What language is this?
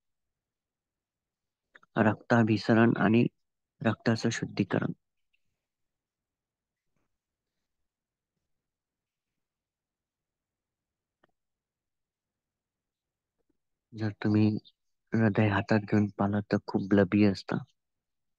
Marathi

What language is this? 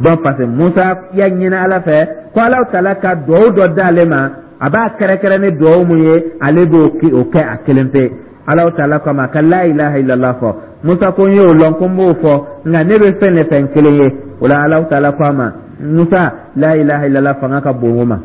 Dyula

